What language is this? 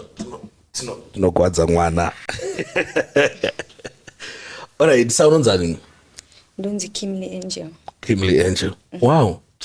Shona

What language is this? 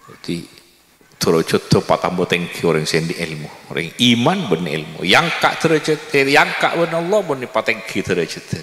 Madurese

